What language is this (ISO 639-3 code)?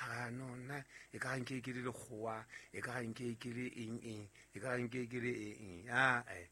sot